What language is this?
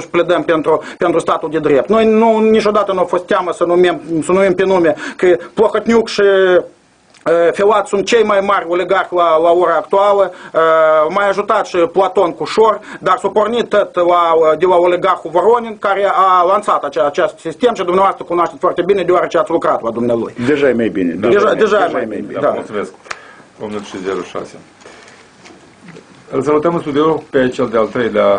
Romanian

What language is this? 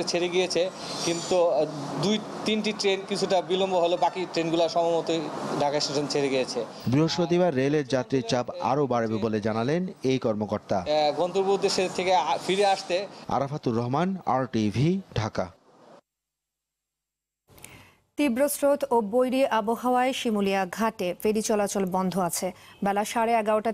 Bangla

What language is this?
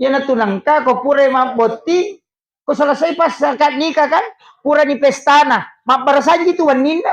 Buginese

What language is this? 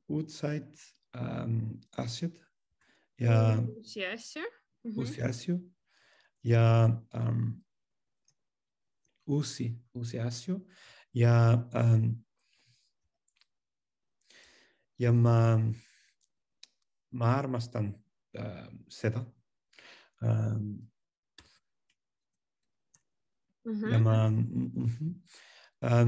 Estonian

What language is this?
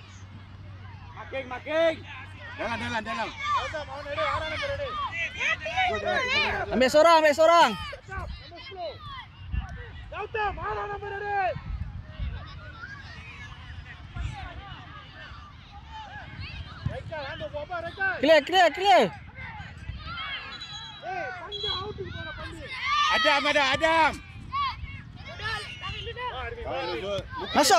Malay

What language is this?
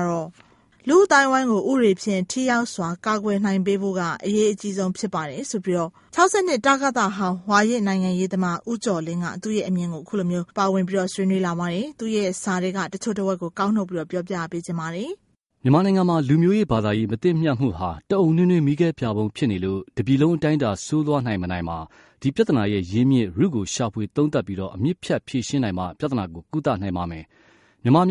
Burmese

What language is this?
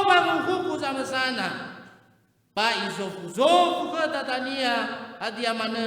Nias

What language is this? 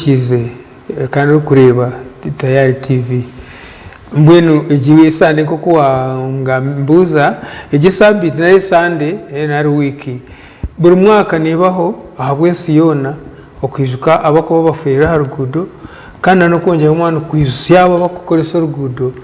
Nyankole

